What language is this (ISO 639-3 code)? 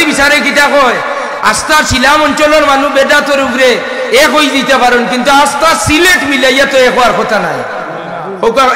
syl